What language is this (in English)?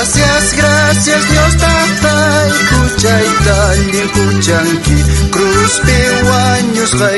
South Bolivian Quechua